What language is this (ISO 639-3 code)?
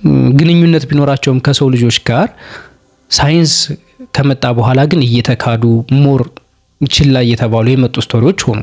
amh